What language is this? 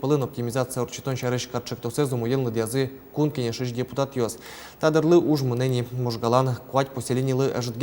Udmurt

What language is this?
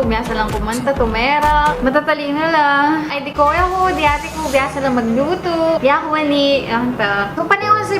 Pampanga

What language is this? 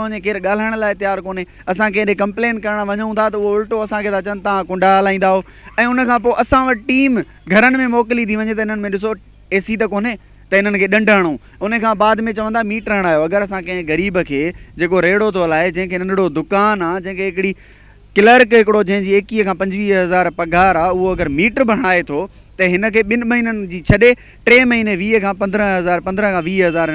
Sindhi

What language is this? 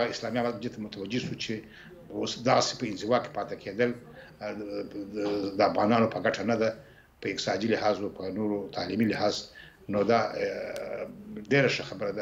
Pashto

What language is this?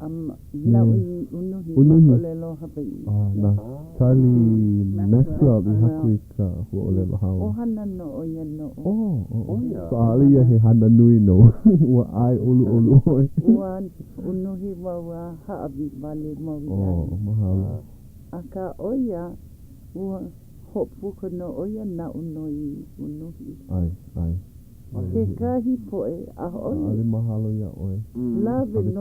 Hawaiian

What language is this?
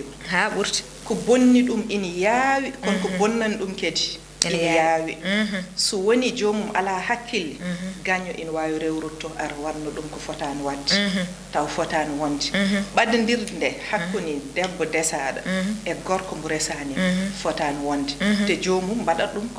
Fula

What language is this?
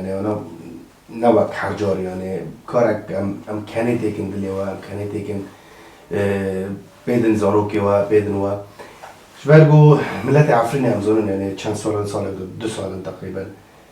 Kurdish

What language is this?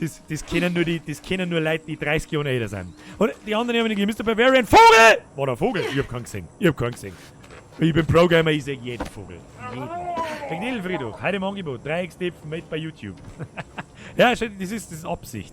Bavarian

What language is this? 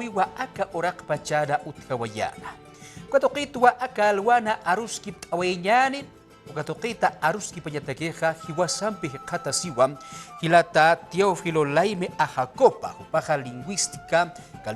Aymara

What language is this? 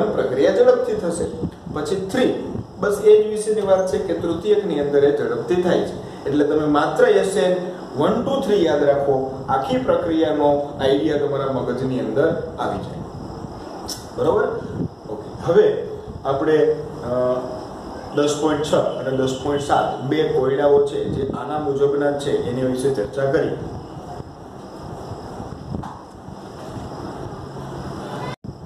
Gujarati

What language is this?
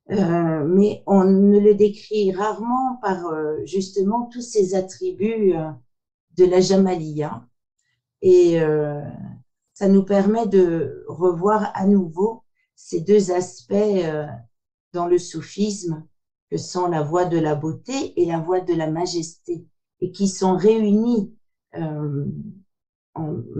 French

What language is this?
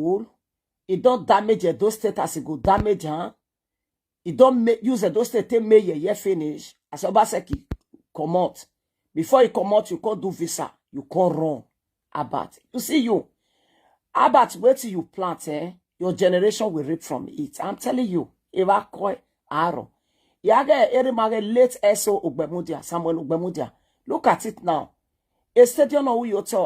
Nigerian Pidgin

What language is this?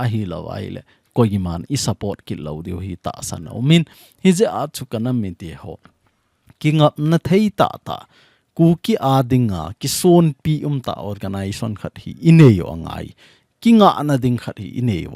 Thado Chin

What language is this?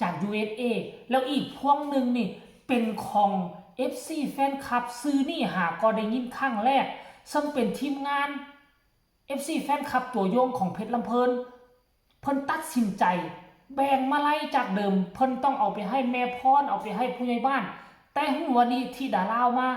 Lao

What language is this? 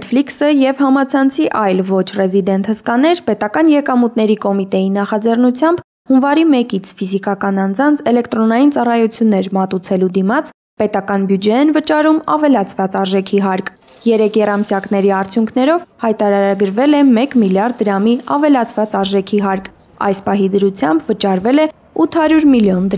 Armenian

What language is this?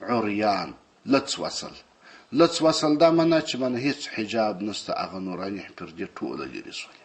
Pashto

